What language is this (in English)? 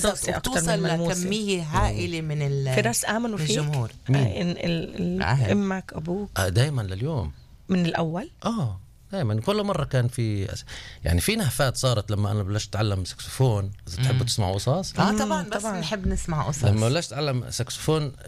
North Levantine Arabic